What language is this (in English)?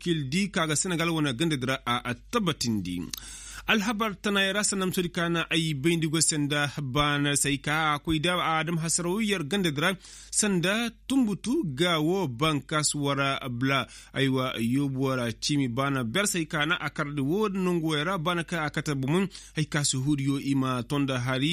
Koyraboro Senni